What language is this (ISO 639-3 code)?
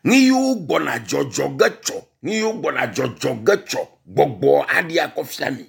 ewe